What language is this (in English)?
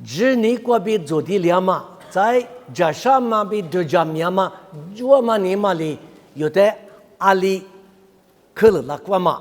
Lisu